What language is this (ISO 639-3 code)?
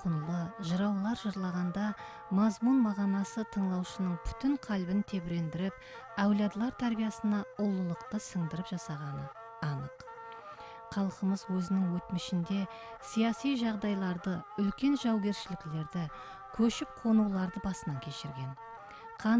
kaa